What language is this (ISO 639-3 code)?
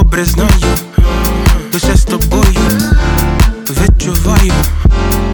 ukr